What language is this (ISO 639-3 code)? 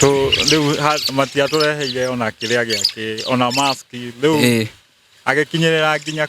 kik